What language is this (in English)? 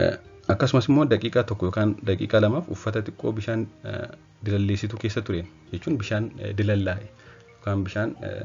Oromo